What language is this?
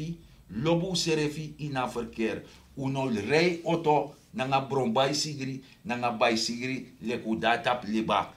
Sranan Tongo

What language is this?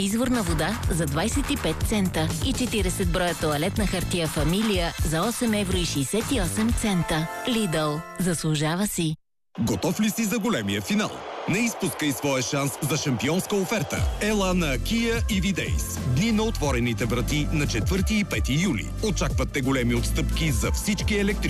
Bulgarian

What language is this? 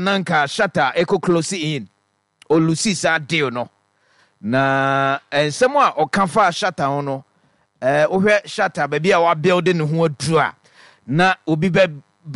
Akan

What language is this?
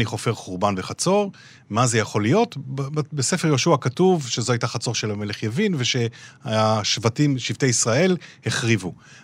Hebrew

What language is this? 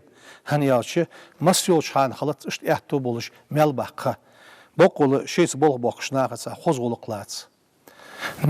Ingush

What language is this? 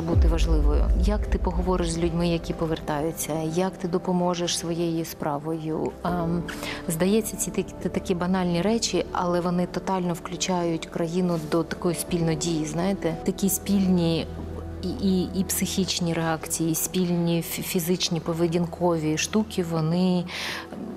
Ukrainian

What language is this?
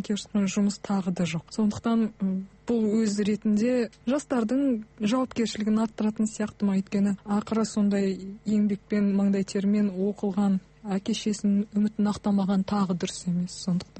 Kazakh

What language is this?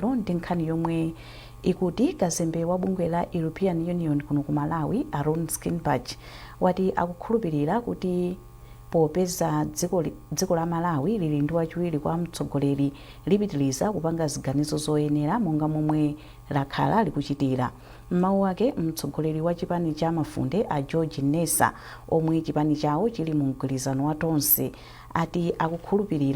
Nyanja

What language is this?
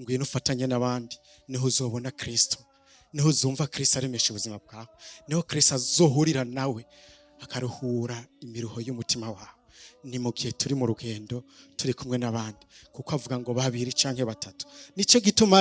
Rundi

